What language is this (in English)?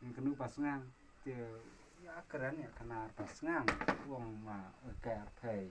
Khasi